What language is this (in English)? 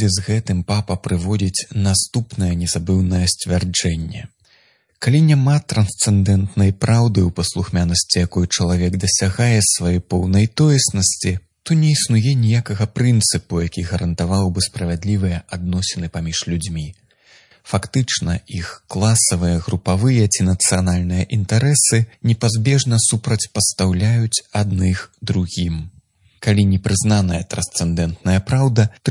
Belarusian